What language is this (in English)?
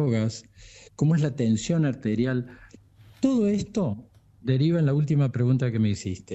Spanish